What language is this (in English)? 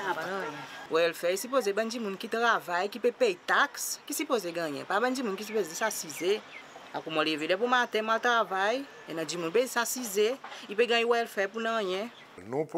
Seselwa Creole French